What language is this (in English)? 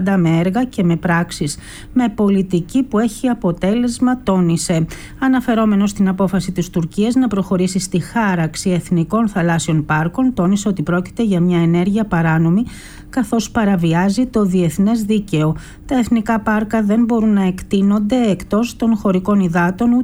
Greek